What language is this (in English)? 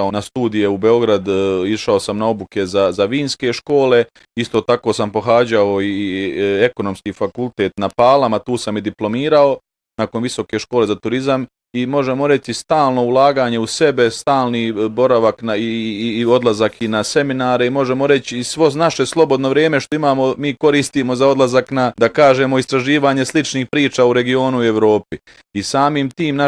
Bosnian